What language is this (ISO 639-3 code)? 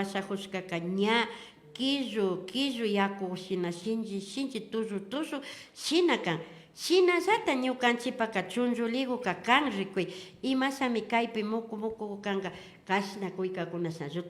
qvi